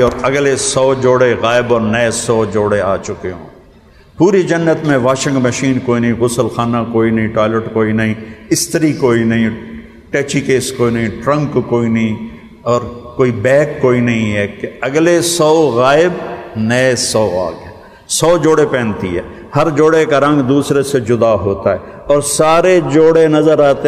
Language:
Urdu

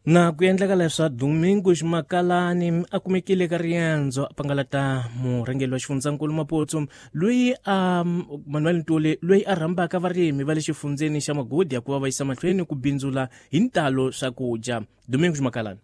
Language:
Tsonga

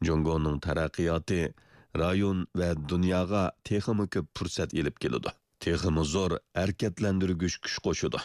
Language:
Uyghur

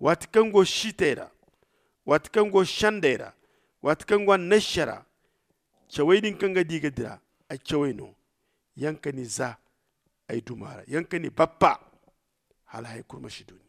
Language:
Zarma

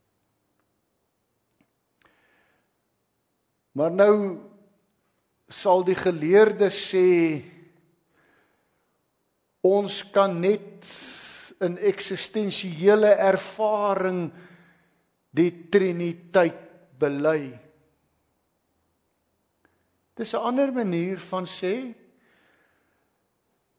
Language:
Afrikaans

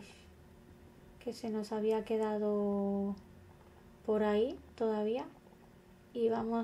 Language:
Spanish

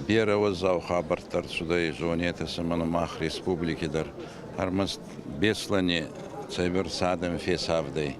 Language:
Ossetic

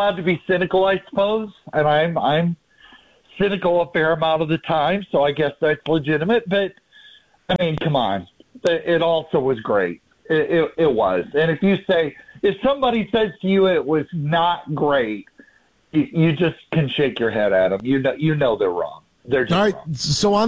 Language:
English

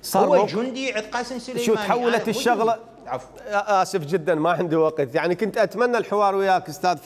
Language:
Mesopotamian Arabic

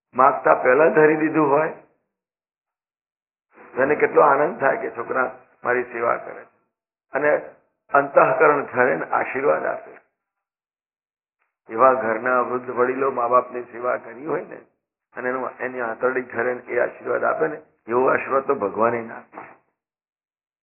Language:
Gujarati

